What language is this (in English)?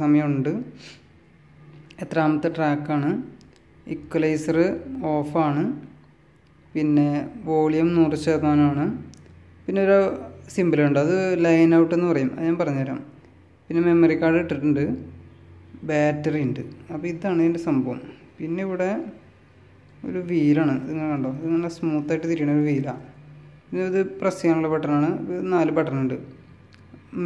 Malayalam